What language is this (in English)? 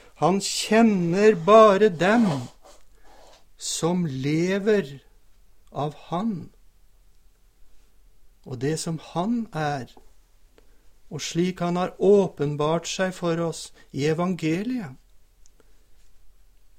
Norwegian